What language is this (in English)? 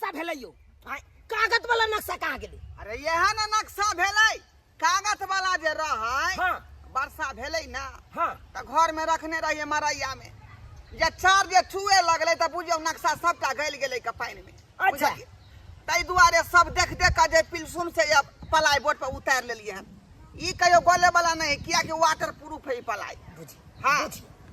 Maithili